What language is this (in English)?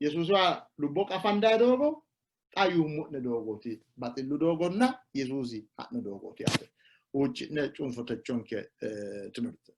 Sidamo